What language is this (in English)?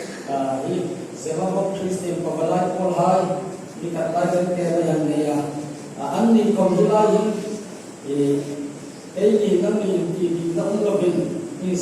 Hmar